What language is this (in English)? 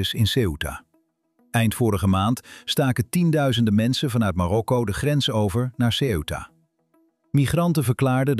Dutch